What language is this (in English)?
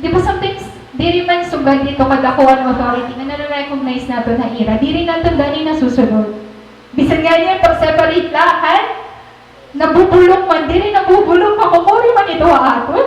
Waray